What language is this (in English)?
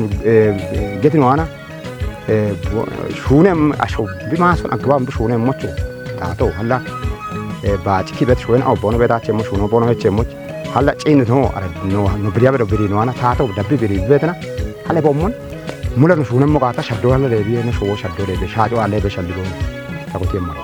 Kafa